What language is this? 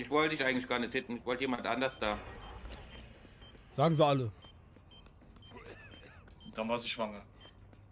German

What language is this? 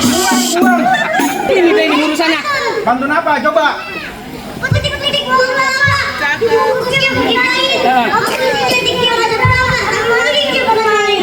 Betawi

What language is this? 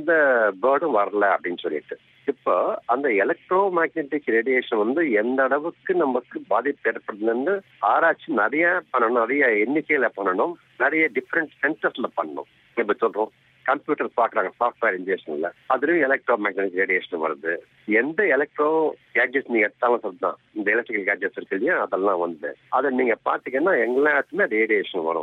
Tamil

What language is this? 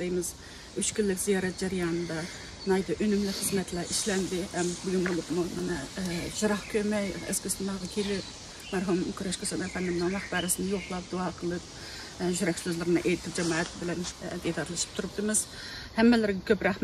Uyghur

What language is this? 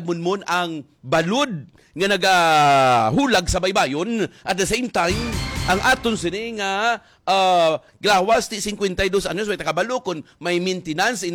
Hiligaynon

